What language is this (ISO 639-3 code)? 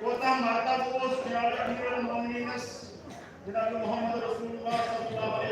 kas